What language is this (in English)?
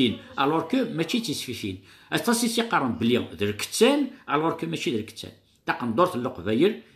Kabyle